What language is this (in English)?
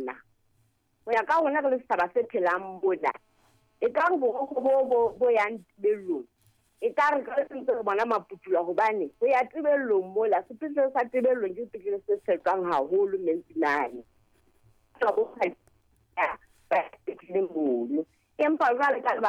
Southern Sotho